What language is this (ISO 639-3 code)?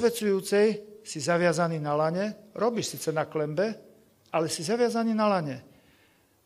slk